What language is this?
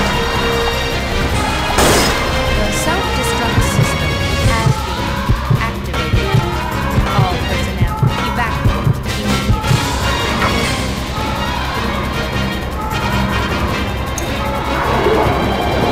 English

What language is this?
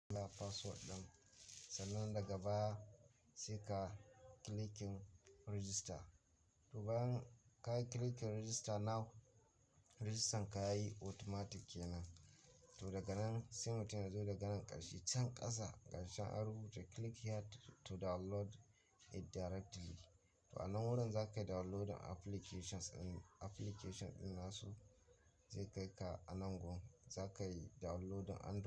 Hausa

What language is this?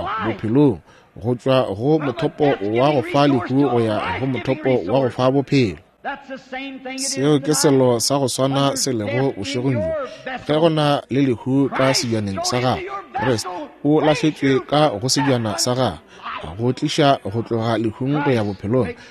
Northern Sotho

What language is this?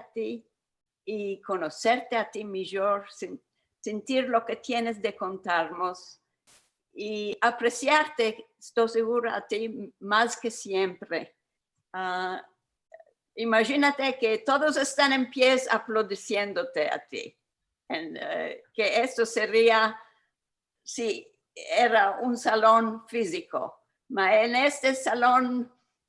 Ladino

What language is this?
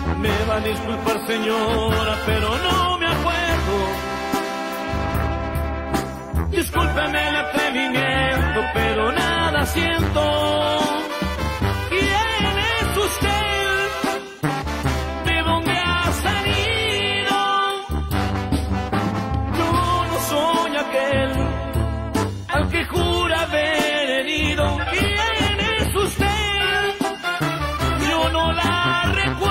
Spanish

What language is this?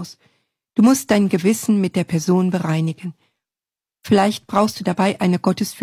German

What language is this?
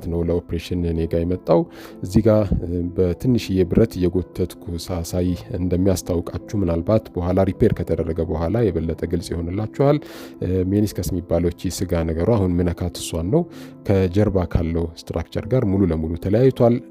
Amharic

